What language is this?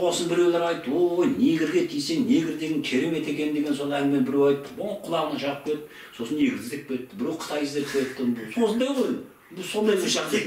Kazakh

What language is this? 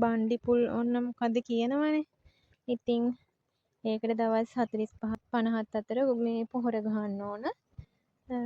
Sinhala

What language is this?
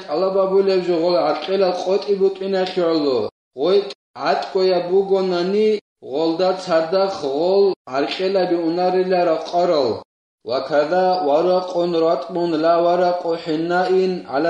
Avaric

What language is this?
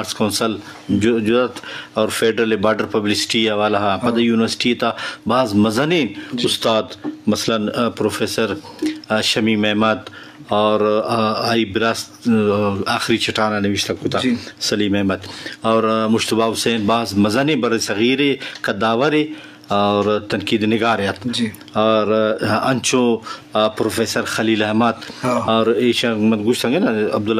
Eastern Balochi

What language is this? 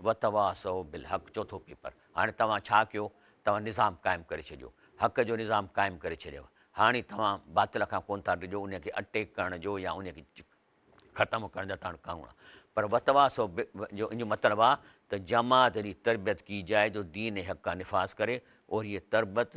Sindhi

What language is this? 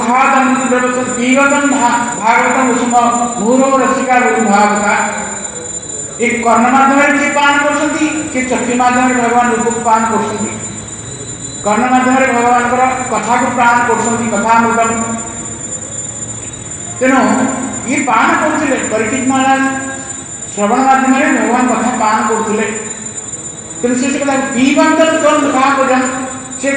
Odia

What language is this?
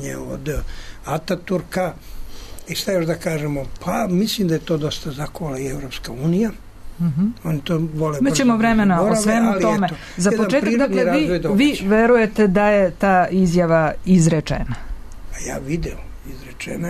Serbian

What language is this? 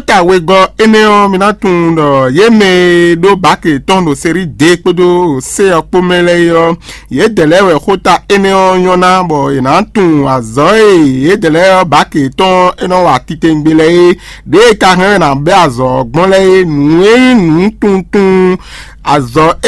Fon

